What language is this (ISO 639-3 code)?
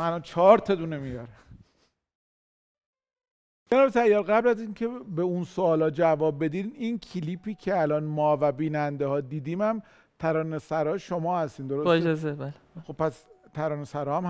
fas